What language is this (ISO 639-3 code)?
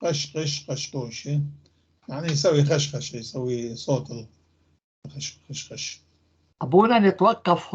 apc